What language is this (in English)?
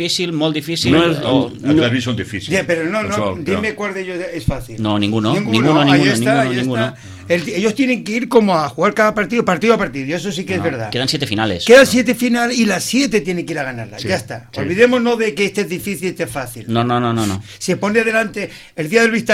Catalan